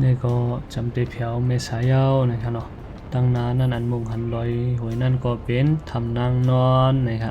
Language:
Shan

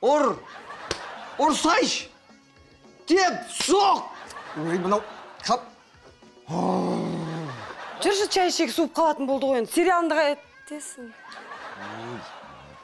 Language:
Kazakh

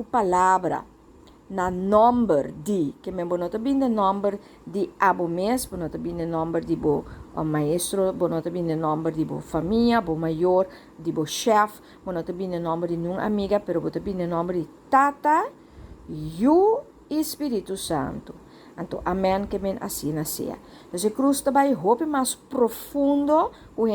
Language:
Papiamento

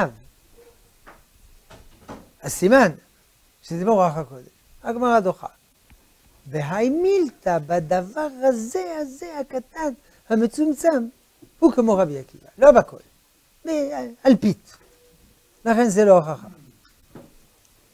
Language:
Hebrew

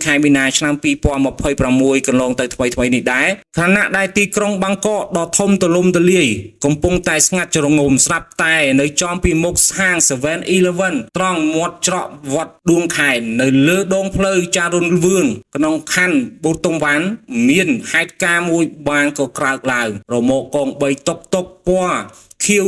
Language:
Khmer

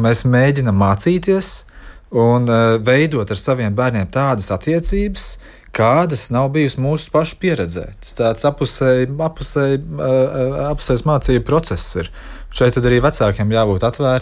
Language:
Latvian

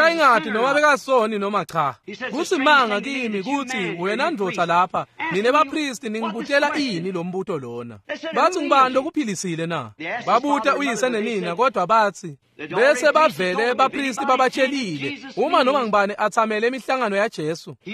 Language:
Swati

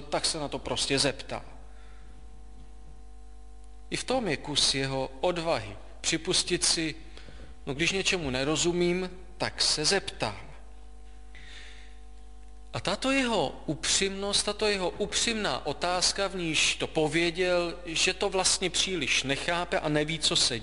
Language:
Czech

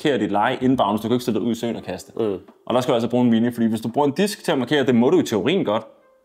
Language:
Danish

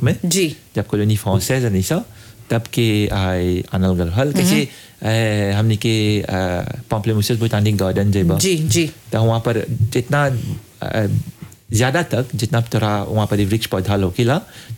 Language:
Bhojpuri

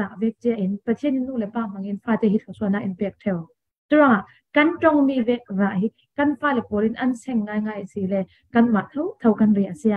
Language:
Falam Chin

